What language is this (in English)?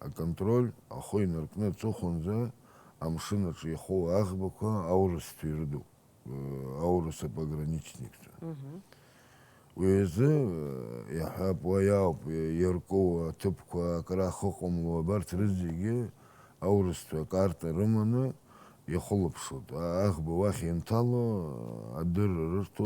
Abkhazian